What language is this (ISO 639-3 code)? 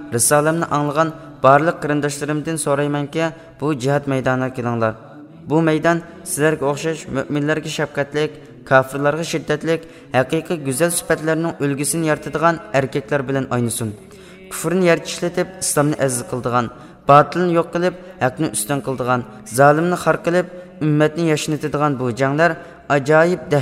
uig